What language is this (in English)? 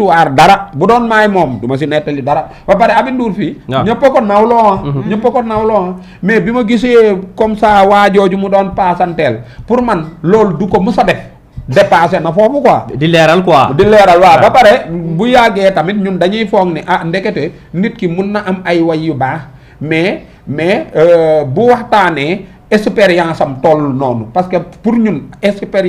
Wolof